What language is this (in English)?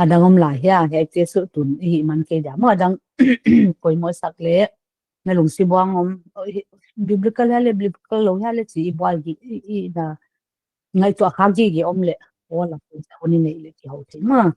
Paite Chin